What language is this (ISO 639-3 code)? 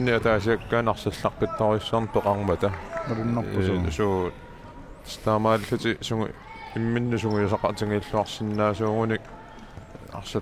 kal